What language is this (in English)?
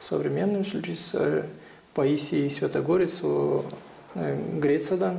Gagauz